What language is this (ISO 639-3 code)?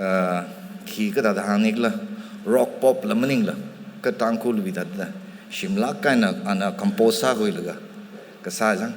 nmf